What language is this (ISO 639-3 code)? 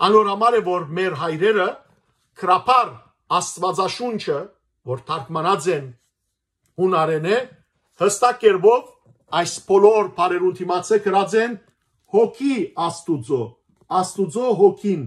hyw